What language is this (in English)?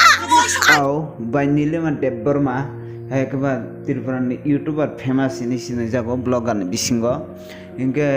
Kok Borok